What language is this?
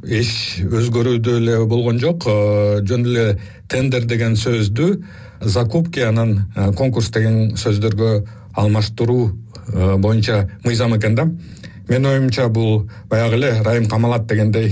Kyrgyz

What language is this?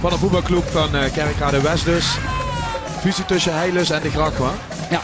Limburgish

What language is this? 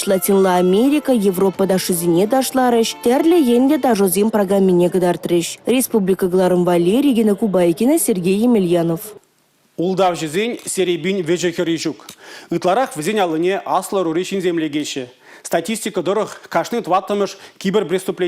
Chuvash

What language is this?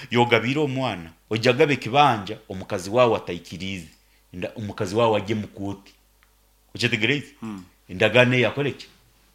Nyankole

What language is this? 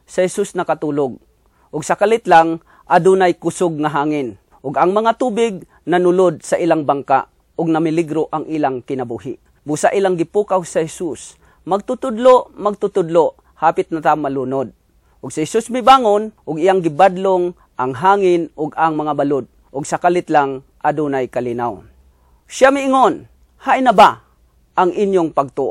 Cebuano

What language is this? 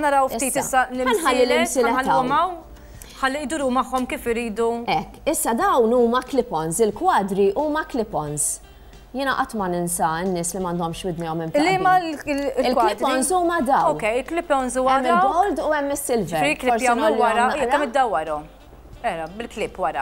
Maltese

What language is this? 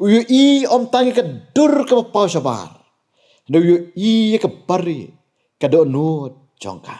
Khasi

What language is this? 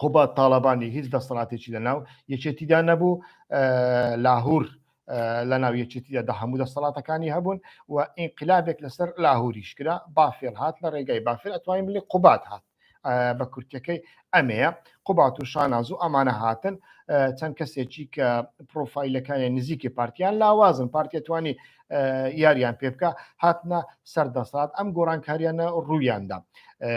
Central Kurdish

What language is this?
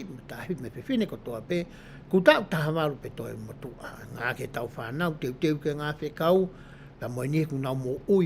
Tongan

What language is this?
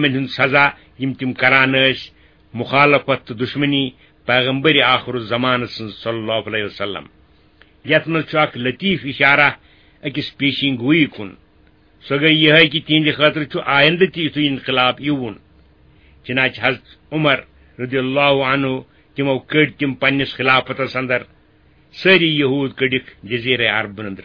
Kashmiri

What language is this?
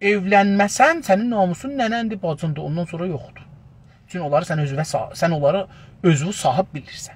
South Azerbaijani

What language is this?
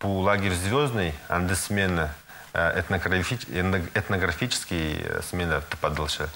Khakas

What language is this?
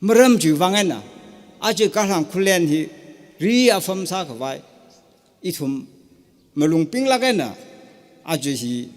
Tangkhul Naga (India)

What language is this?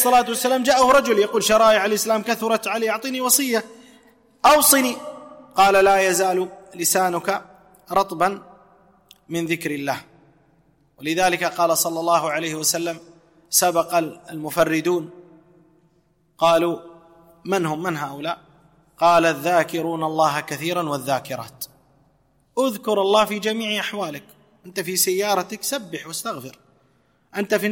Arabic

